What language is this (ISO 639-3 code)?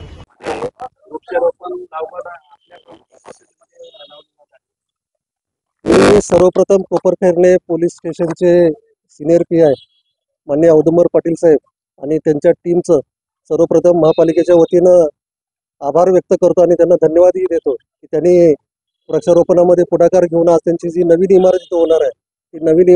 mar